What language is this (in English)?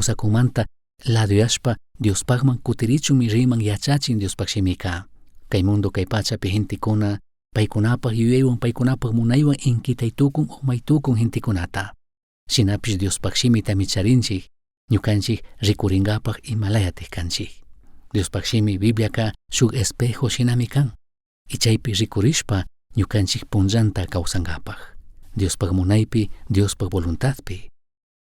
Chimborazo Highland Quichua